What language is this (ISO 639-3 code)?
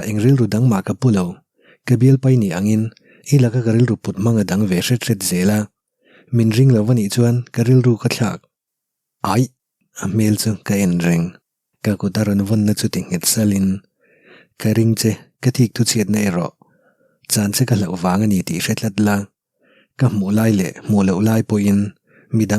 lus